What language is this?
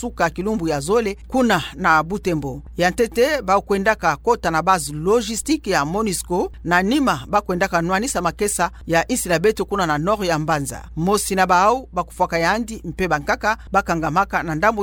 Kituba (Democratic Republic of Congo)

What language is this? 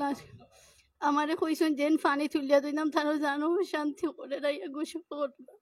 Sylheti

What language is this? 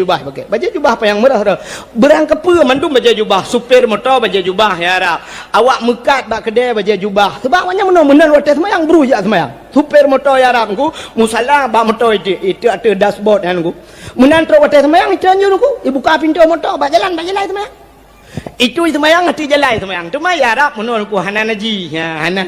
Achinese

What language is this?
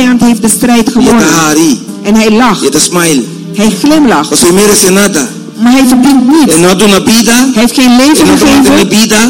Dutch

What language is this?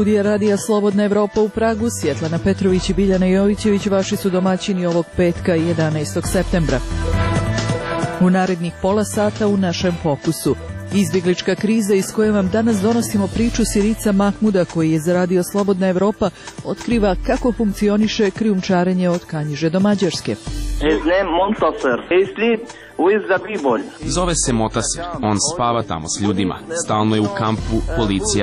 Serbian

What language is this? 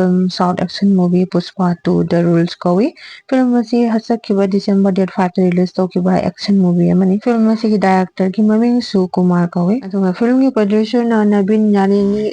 Manipuri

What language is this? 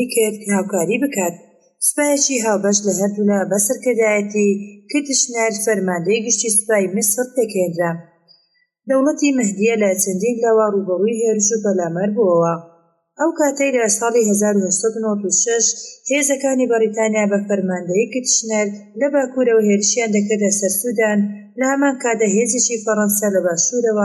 Central Kurdish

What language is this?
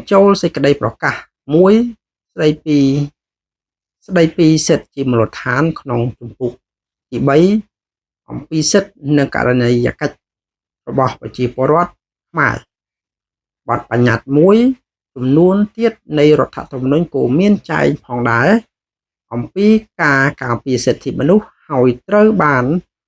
Khmer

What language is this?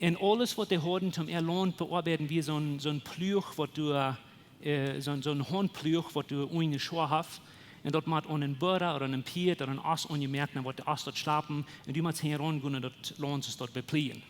Plautdietsch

